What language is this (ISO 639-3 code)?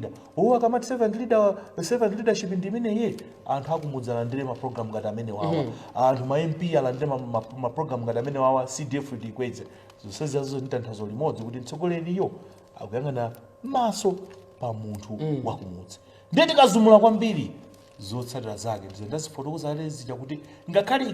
nya